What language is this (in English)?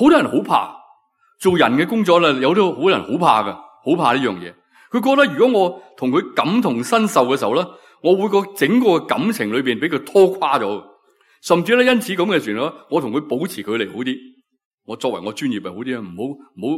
Cantonese